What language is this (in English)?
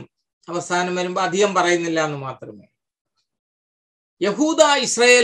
Malayalam